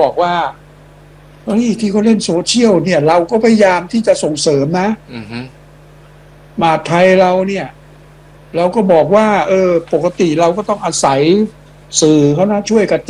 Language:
Thai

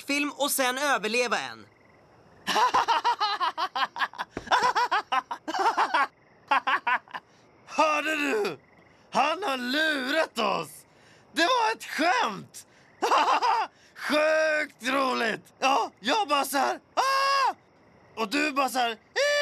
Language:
Swedish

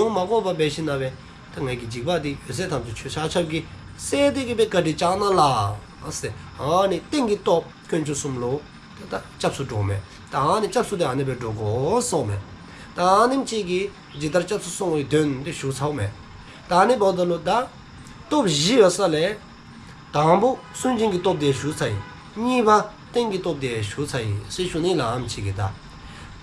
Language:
Dzongkha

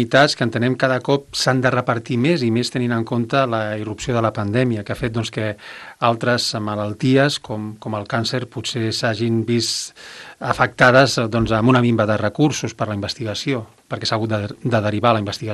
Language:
Catalan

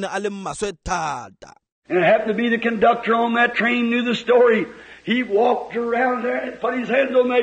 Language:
Tswana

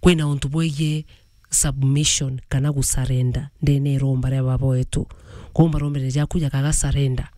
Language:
Meru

